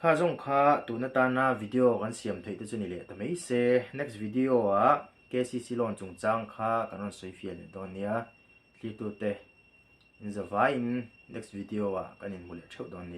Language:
Mizo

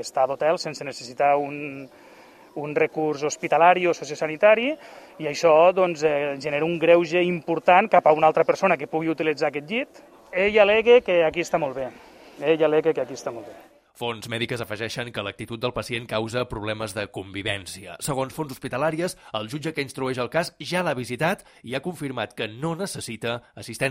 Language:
Catalan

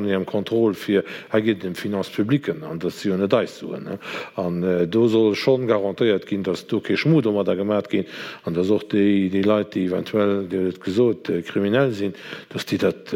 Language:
Luxembourgish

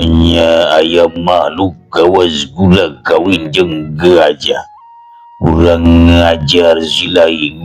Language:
Sundanese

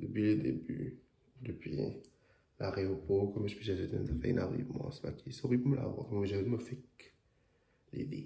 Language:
Morisyen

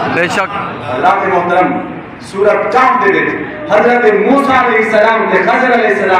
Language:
Saraiki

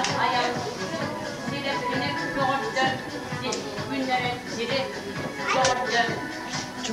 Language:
Yakut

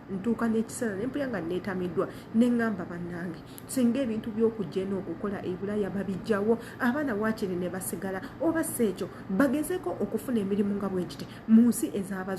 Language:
Ganda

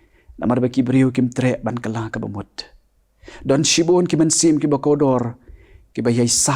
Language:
Khasi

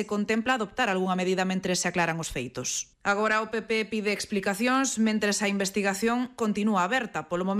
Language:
Galician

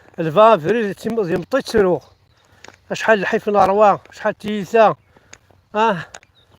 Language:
Kabyle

